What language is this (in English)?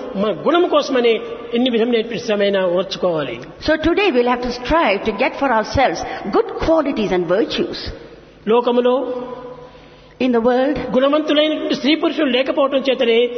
Telugu